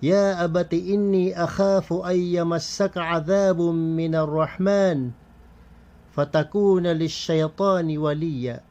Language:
Maranao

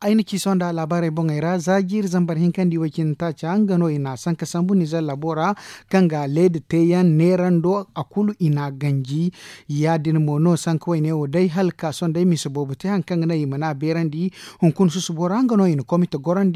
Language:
Zarma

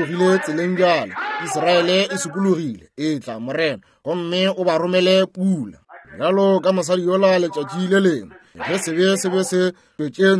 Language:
Northern Sotho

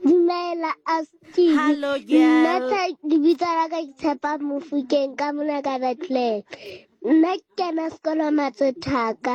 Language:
Southern Sotho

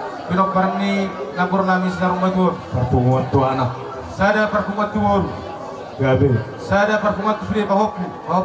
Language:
Batak Toba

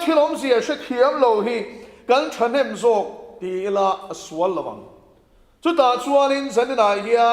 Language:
Mizo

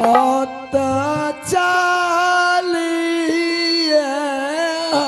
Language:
Angika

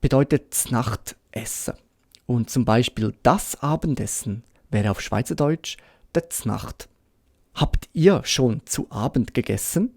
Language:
Swiss German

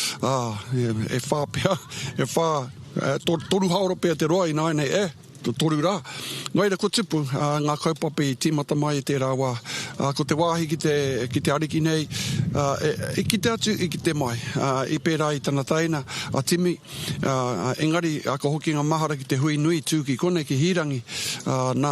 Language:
Māori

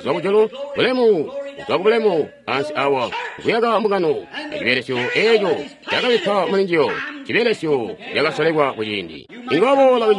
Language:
Tonga (Zambia)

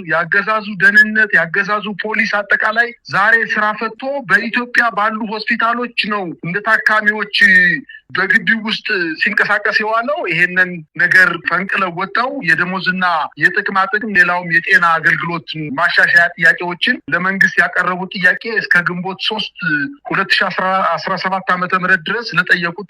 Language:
Amharic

